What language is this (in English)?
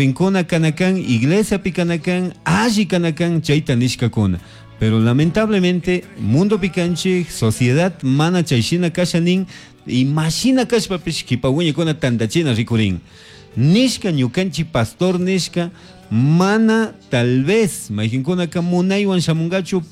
Chimborazo Highland Quichua